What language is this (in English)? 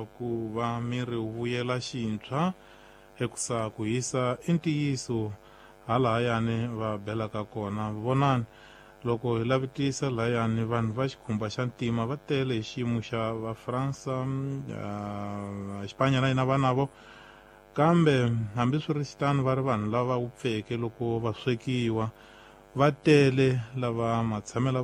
Tsonga